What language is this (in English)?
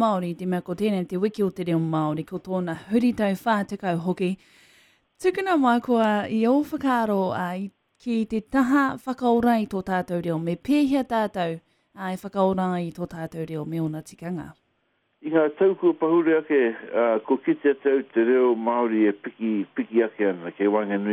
Māori